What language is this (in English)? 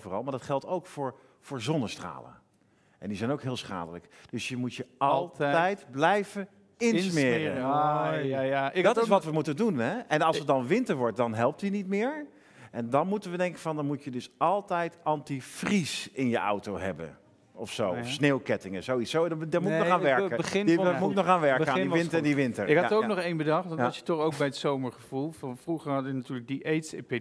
Dutch